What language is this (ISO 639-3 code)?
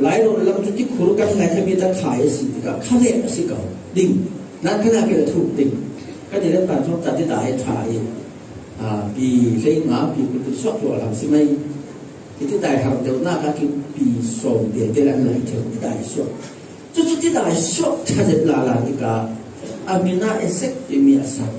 cfm